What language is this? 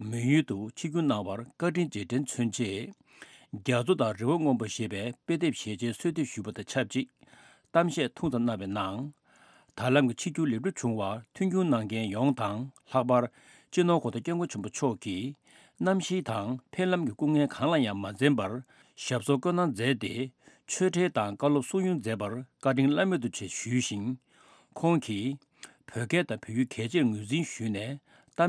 Tibetan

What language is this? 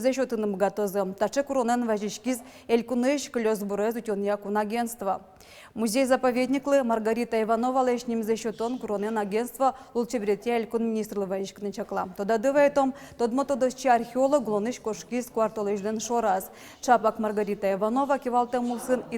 Udmurt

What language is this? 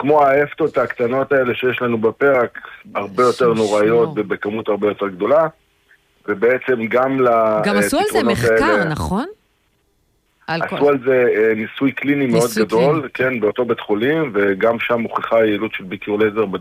Hebrew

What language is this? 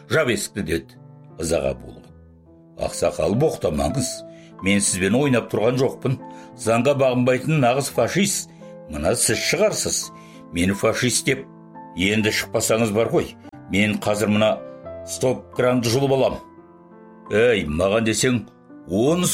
Kazakh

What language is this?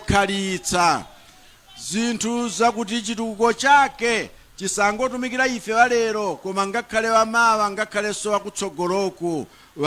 Nyanja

